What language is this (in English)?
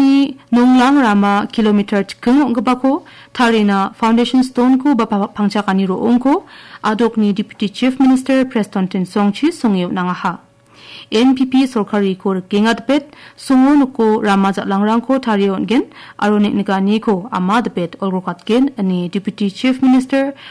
Garo